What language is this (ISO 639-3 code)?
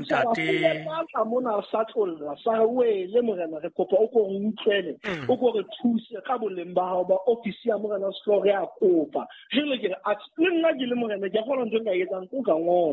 sot